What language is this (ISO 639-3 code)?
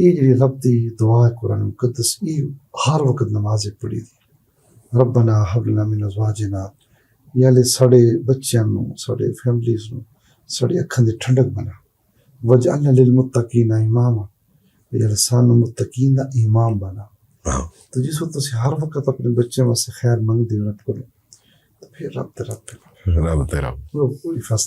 lah